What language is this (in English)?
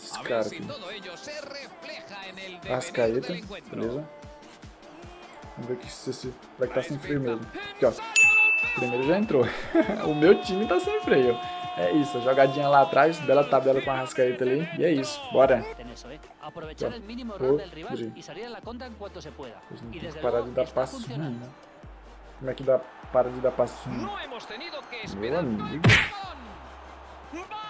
Portuguese